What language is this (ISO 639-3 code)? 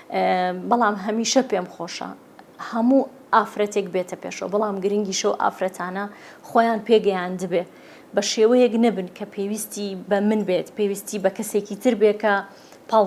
ckb